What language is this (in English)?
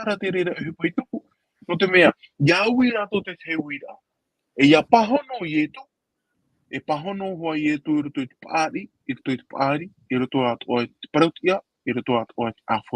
Tahitian